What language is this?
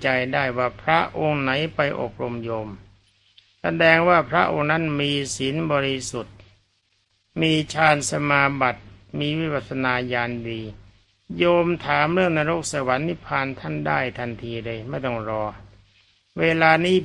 Thai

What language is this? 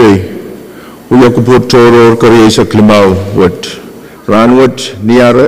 Pohnpeian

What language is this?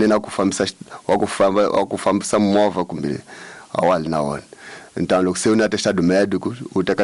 Tsonga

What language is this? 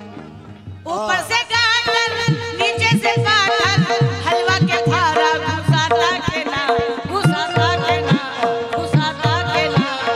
Bhojpuri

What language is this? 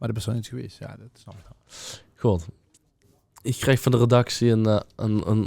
Limburgish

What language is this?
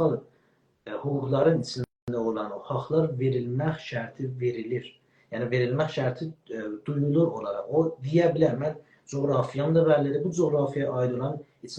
South Azerbaijani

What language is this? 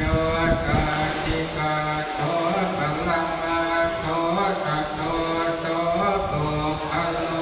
Pali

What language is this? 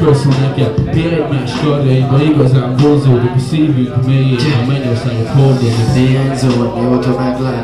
Hungarian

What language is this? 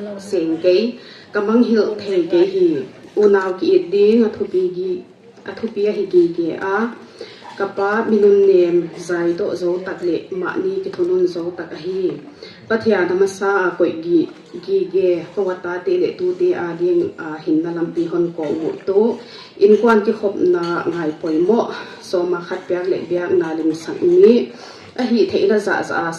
Tedim Chin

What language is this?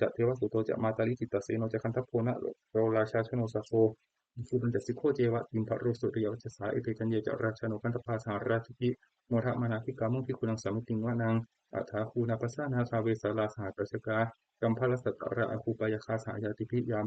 Pali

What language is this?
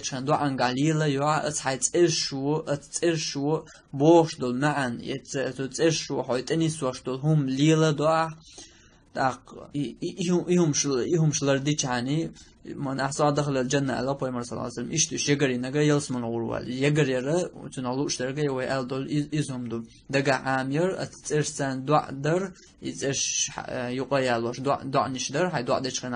Chechen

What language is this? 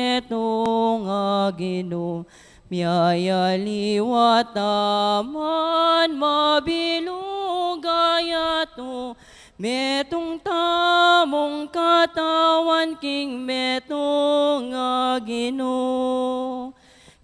Pampanga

